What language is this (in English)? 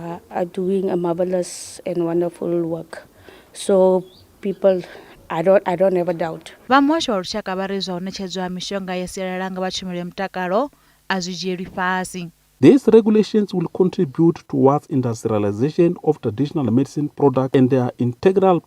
Venda